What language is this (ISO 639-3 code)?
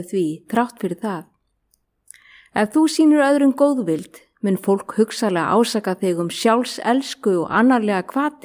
isl